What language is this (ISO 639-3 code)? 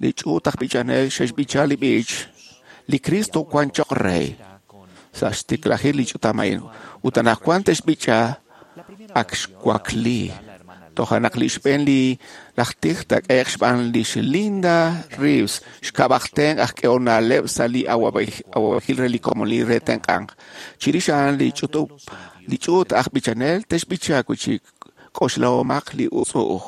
kek